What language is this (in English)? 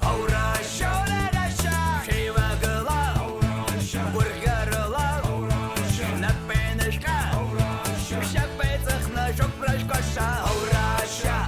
Abkhazian